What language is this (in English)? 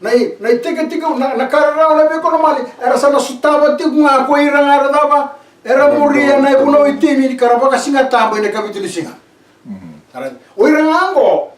Fijian